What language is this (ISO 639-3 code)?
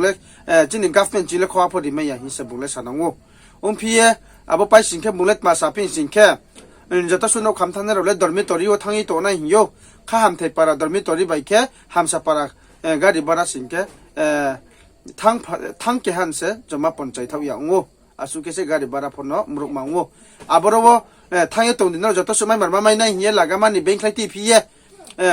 ria